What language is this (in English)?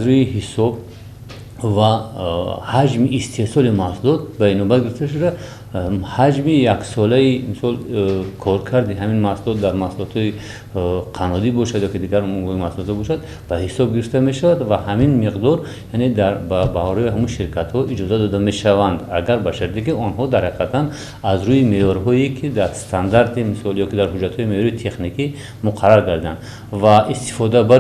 Tajik